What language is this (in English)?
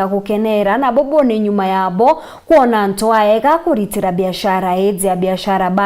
Meru